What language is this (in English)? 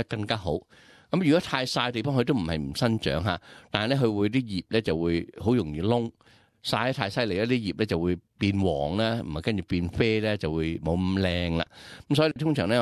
Cantonese